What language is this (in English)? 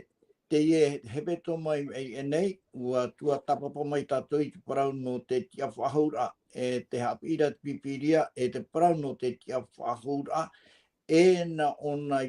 Tahitian